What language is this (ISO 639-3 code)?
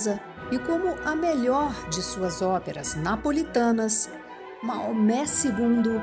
por